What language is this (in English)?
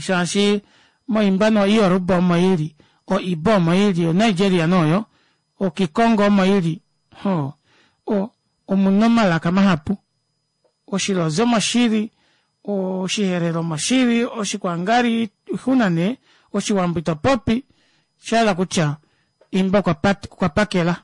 Kuanyama